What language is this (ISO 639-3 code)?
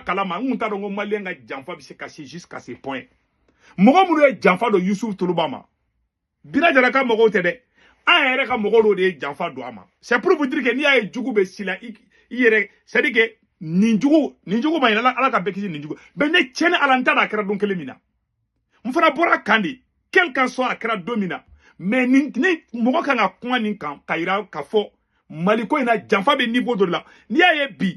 bam